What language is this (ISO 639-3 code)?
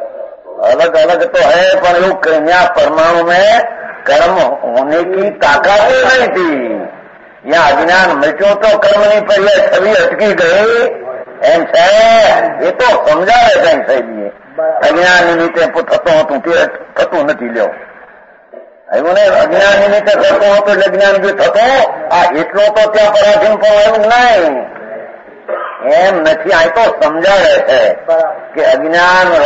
guj